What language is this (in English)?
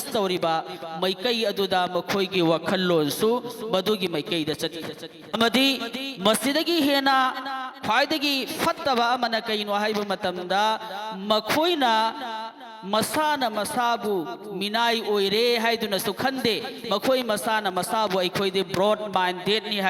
Manipuri